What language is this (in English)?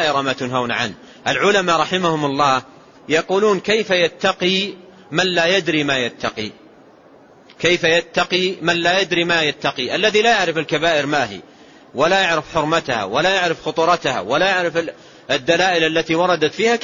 Arabic